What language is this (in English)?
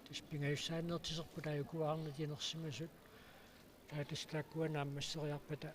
Kalaallisut